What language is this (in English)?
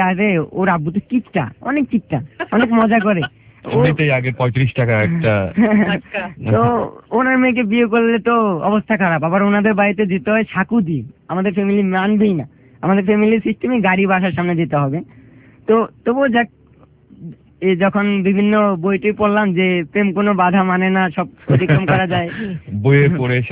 Bangla